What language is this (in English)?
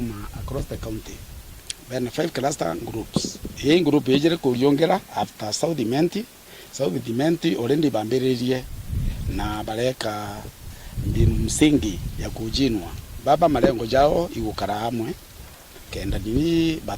Meru